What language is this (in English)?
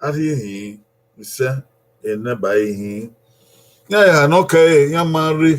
Bini